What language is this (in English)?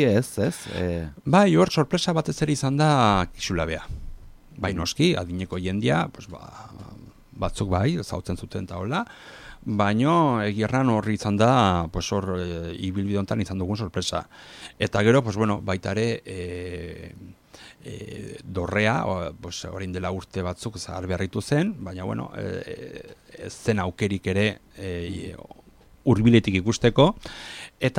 Basque